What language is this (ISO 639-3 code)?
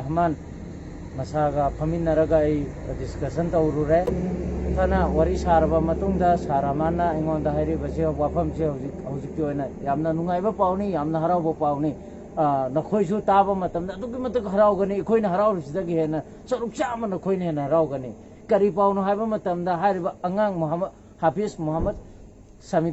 mni